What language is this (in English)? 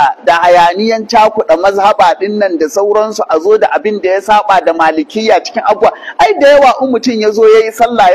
Hausa